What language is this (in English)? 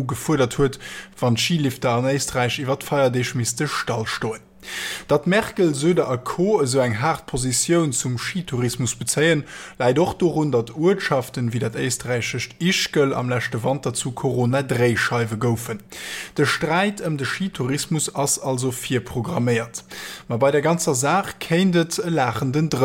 Luxembourgish